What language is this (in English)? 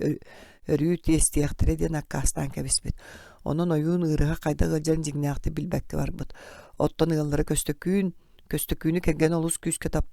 Yakut